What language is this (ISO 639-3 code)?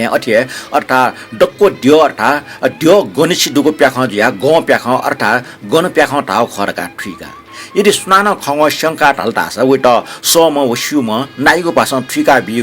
new